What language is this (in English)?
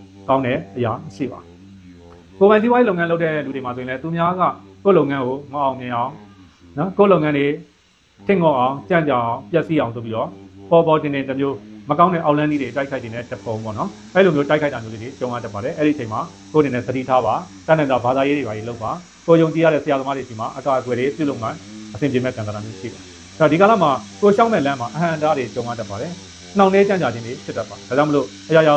Burmese